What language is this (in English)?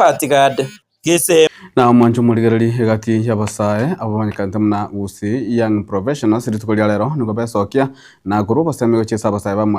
Gusii